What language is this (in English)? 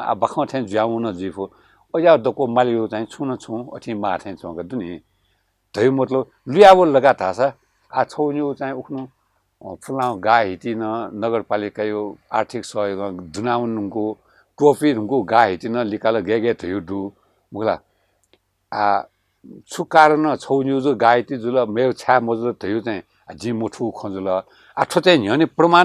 Newari